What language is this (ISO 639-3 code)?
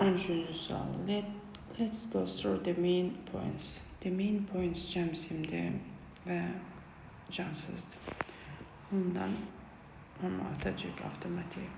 aze